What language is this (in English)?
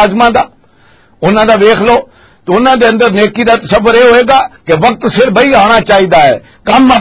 Western Panjabi